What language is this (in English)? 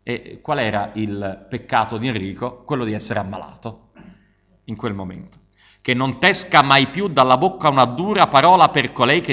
Italian